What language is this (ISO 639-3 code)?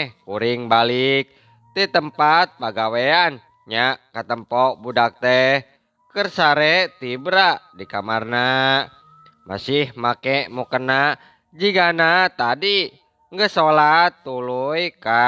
sun